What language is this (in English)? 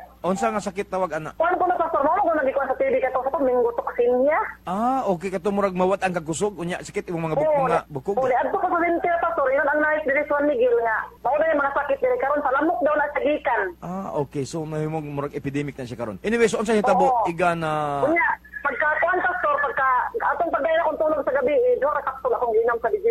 Cebuano